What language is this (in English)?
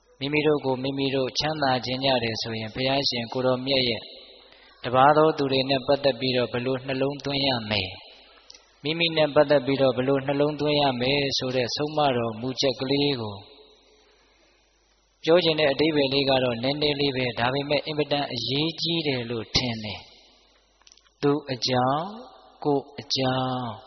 Burmese